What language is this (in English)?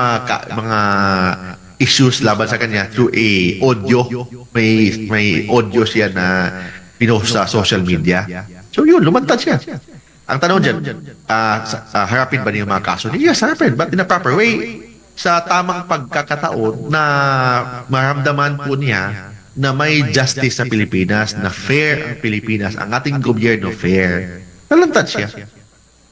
Filipino